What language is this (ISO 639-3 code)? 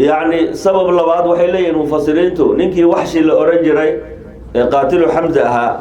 som